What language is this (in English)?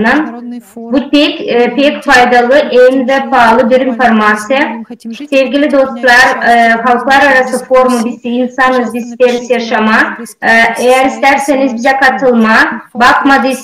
Gagauz